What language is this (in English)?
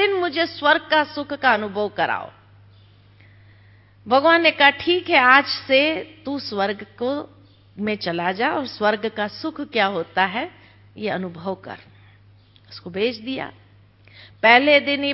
Hindi